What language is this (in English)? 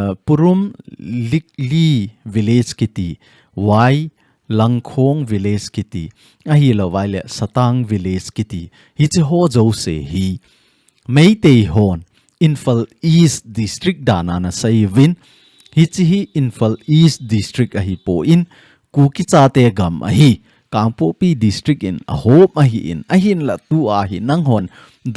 Thado Chin